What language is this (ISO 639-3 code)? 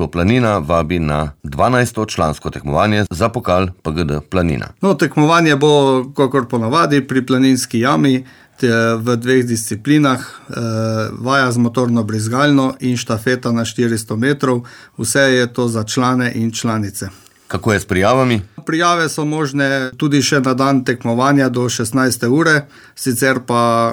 slv